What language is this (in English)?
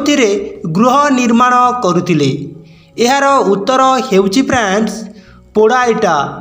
Odia